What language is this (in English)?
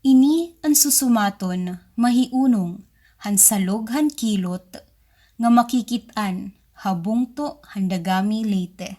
Waray